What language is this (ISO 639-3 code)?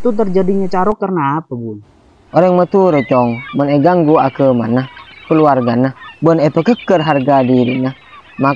mad